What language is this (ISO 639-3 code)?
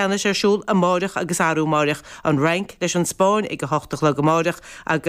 gle